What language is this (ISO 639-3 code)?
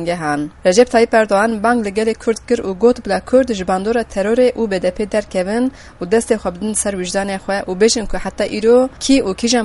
kur